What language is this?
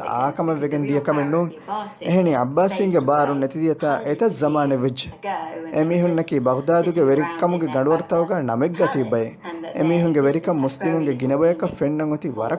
Divehi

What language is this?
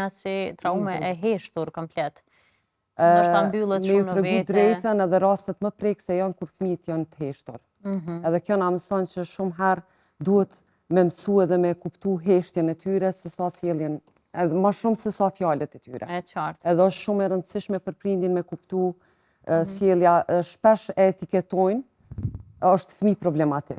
Albanian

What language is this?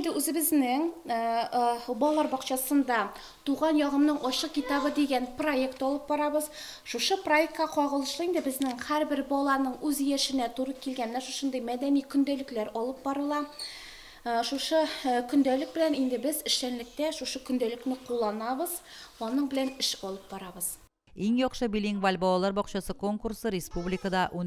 Tatar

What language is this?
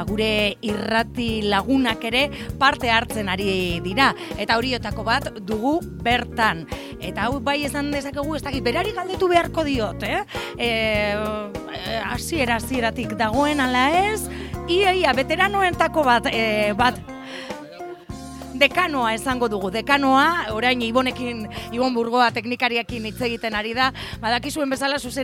Basque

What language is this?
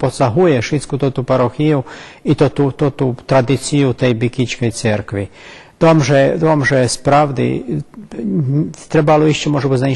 Rusyn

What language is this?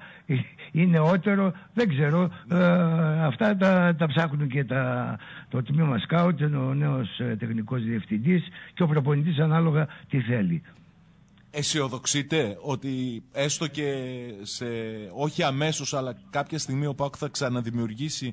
Greek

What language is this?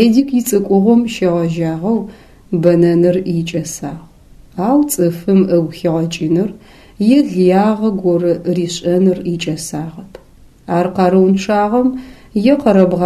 Adyghe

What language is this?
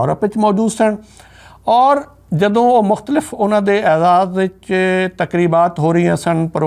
Western Panjabi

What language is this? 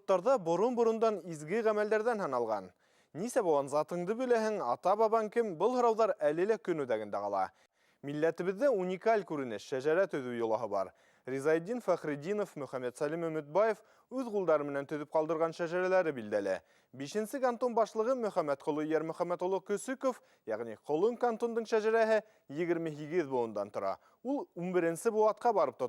Bashkir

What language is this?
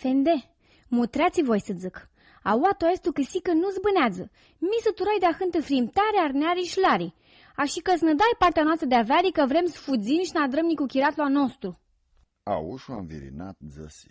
Aromanian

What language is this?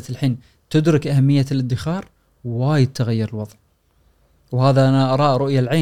Gulf Arabic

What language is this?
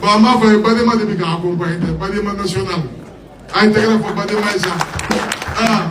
Bambara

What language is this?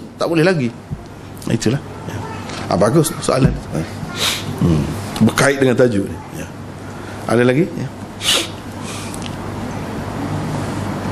Malay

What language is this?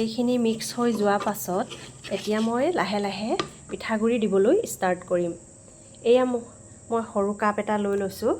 Assamese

